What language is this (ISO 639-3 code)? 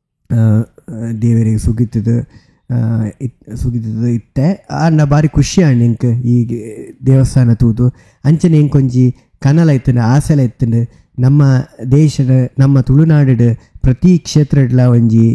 tcy